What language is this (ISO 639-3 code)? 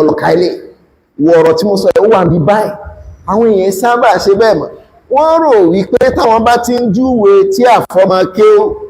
yor